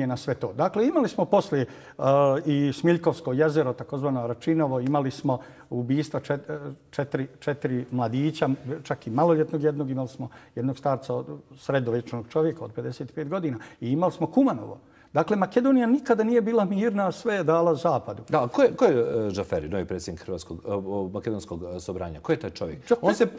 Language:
Bosnian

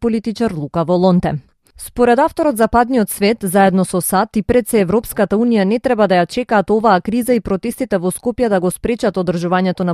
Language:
Macedonian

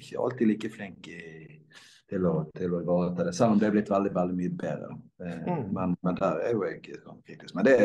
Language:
Norwegian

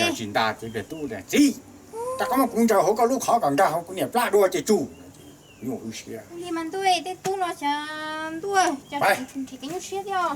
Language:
Hmong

